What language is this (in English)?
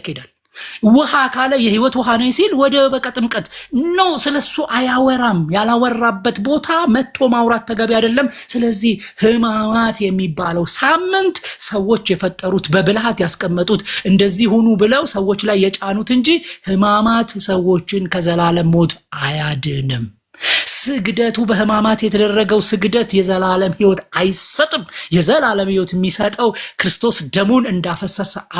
Amharic